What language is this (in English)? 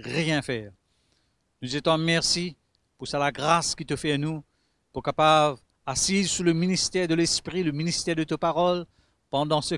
Morisyen